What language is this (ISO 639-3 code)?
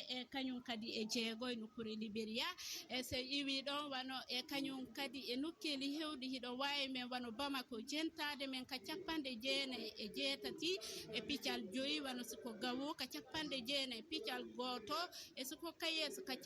ful